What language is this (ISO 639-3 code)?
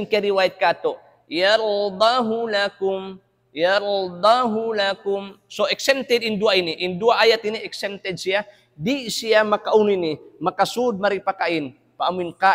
tsg